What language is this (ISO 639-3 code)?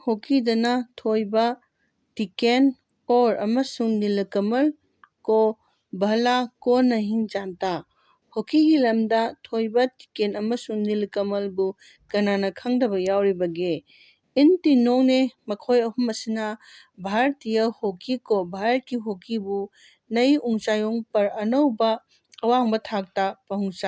mni